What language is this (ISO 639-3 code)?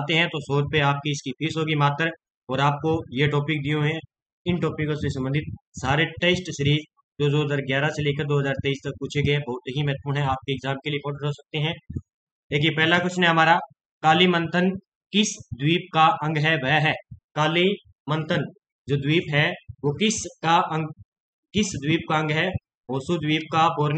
hin